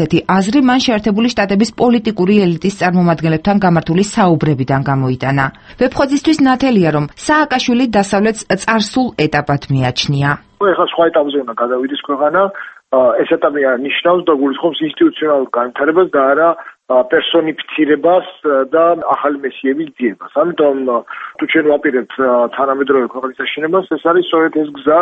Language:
Georgian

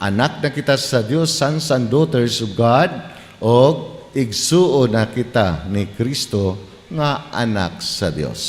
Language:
Cebuano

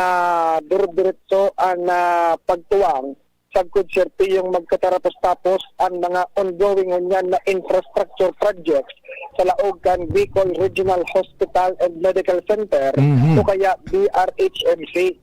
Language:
Bikol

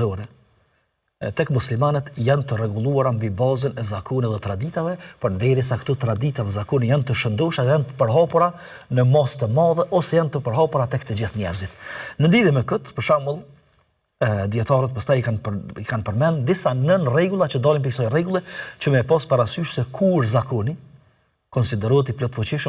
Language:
Albanian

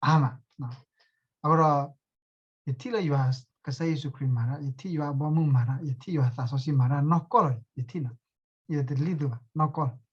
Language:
S'gaw Karen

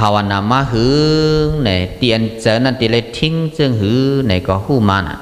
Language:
Shan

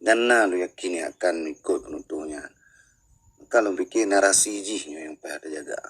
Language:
Achinese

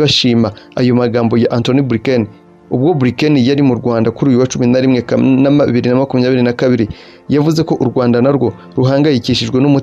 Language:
Kinyarwanda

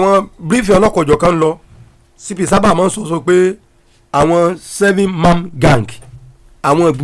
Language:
Yoruba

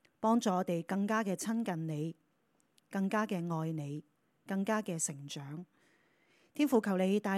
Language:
Cantonese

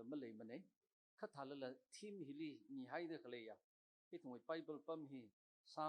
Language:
Tangkhul Naga (India)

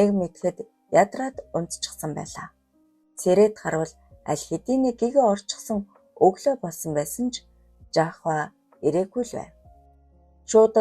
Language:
Mongolian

